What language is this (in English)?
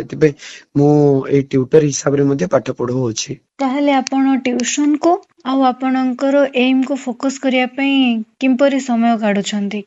Odia